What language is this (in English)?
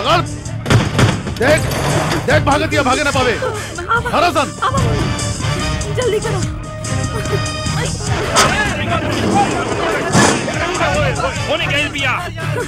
Bhojpuri